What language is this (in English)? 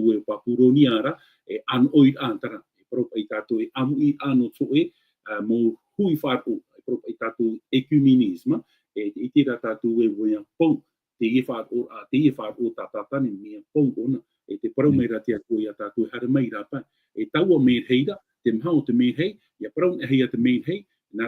Tahitian